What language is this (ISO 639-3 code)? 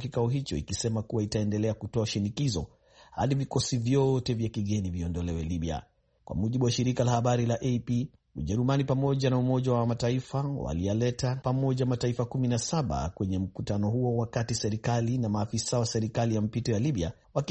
swa